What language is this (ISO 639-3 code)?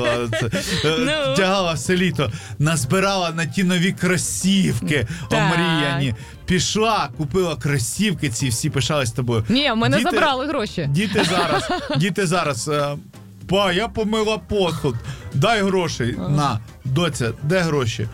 ukr